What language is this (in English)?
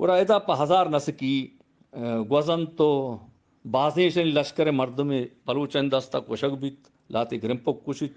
Eastern Balochi